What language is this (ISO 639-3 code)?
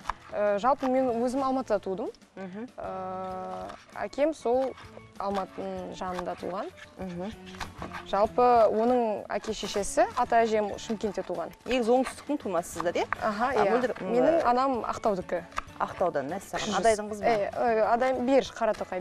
kaz